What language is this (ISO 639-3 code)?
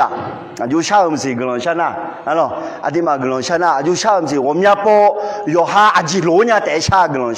ahk